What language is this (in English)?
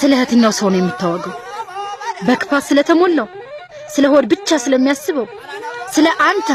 Amharic